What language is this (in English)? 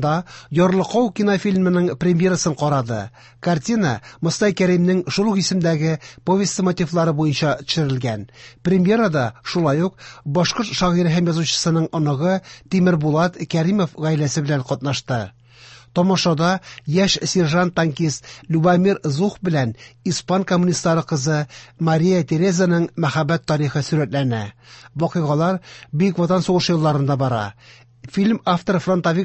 Tatar